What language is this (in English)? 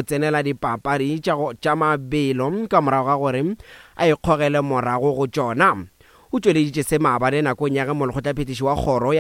Northern Sotho